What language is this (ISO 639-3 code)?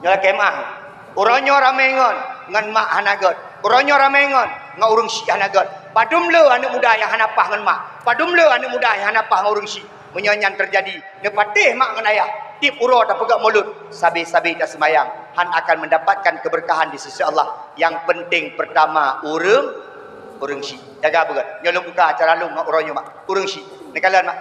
ace